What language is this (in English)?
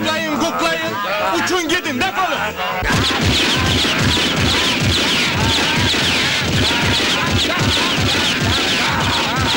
Turkish